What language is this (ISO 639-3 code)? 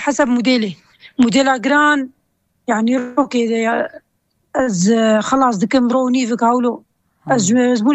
kur